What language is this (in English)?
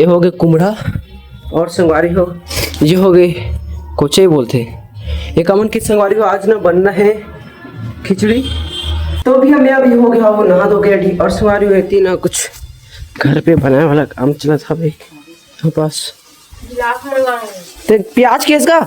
Chhattisgarhi